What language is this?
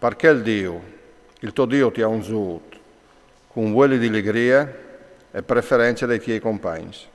Friulian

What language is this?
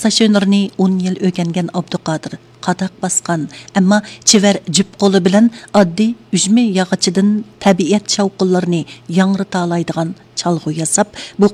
Uyghur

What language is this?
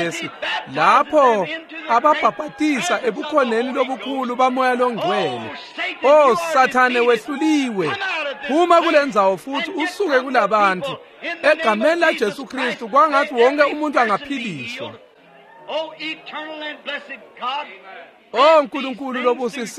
Swati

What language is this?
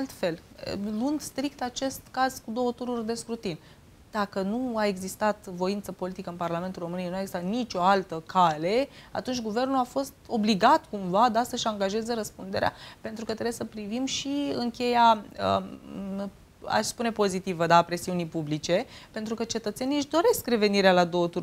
Romanian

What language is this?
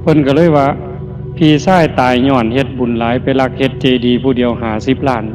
Northeastern Thai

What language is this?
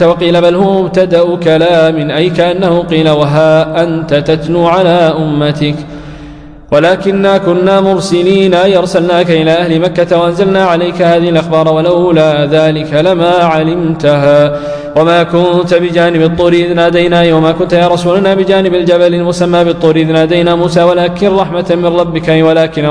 Arabic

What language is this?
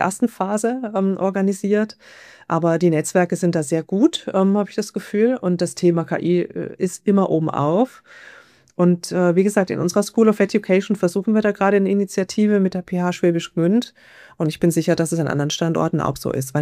German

